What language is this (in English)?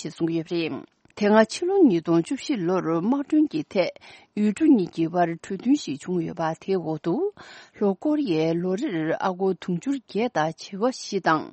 Tibetan